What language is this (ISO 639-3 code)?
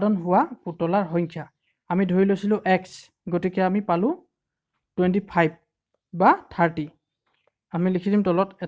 asm